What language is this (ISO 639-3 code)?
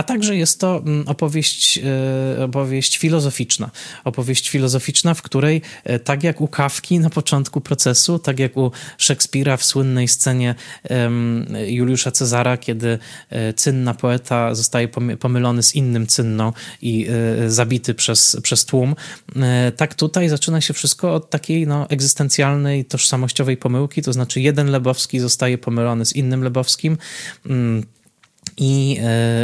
pol